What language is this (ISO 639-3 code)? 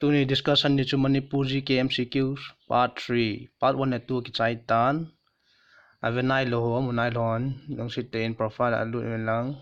tcz